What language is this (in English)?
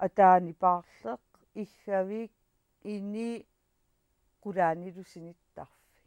Kalaallisut